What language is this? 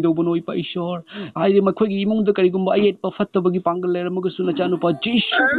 Manipuri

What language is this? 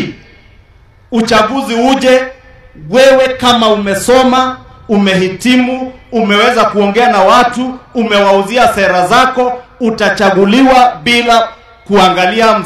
Swahili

